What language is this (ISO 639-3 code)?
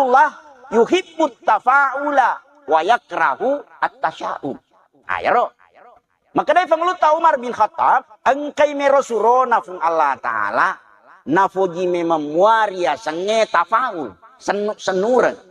bug